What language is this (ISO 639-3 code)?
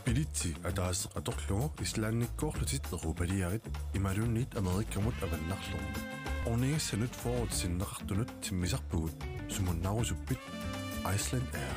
kal